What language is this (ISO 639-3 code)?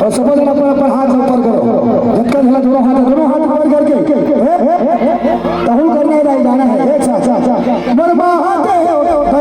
hne